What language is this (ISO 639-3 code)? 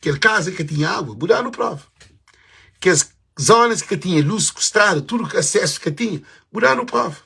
kea